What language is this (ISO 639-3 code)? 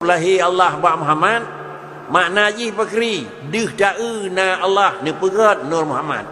ace